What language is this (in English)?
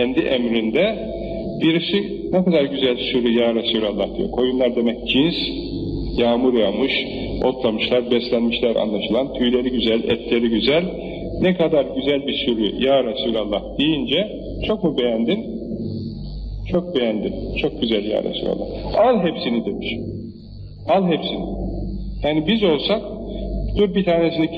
Turkish